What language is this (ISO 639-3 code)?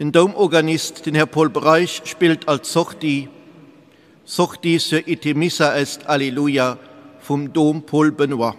ltz